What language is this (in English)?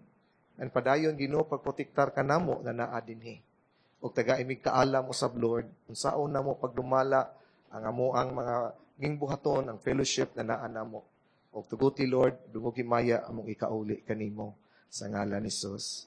Cebuano